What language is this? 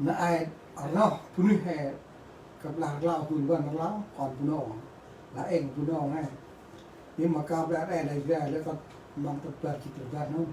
Central Mnong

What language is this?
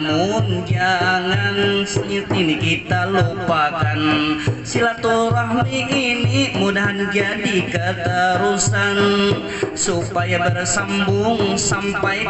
Banjar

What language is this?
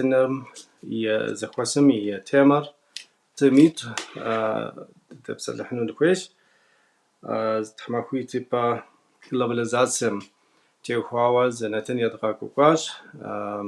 Kabardian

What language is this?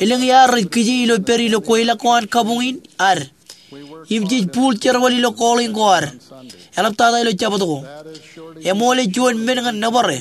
Marshallese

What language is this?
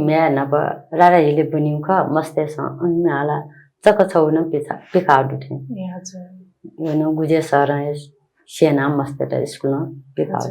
Newari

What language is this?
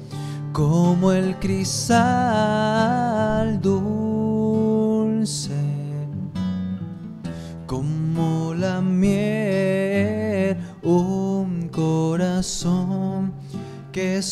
Spanish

